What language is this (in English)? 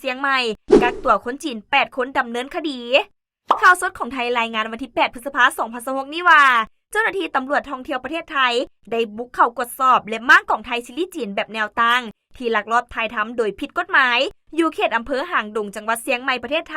Lao